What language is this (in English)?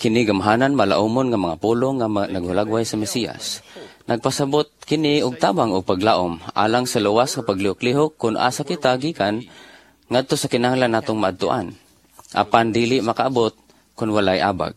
Cebuano